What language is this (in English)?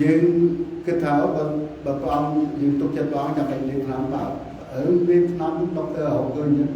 Khmer